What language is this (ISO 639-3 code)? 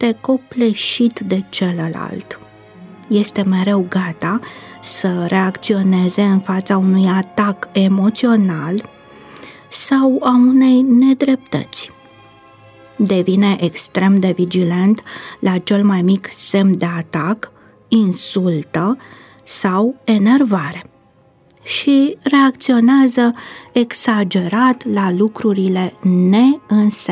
ron